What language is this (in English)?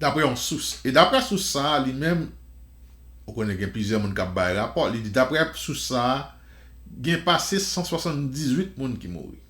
Haitian Creole